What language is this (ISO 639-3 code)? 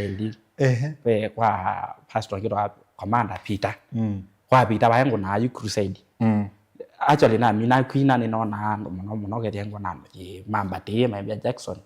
kam